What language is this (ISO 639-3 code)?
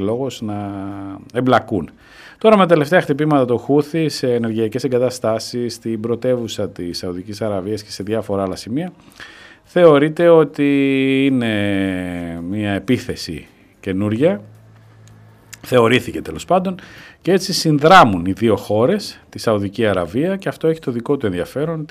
ell